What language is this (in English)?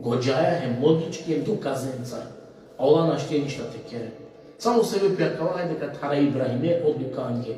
Balkan Romani